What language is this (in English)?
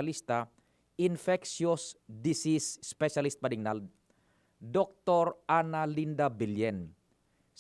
Bikol